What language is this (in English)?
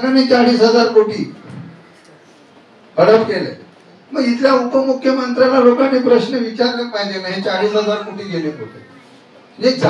Marathi